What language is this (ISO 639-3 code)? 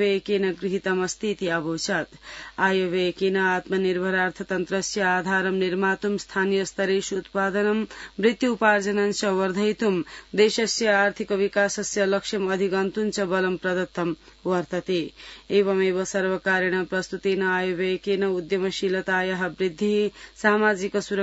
san